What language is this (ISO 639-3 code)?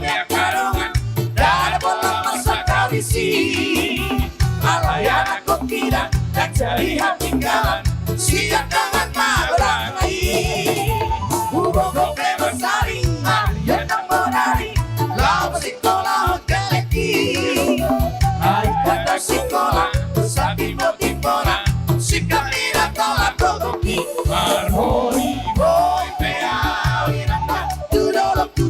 bbc